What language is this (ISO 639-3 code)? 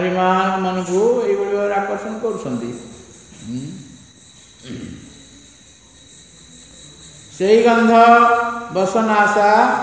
ori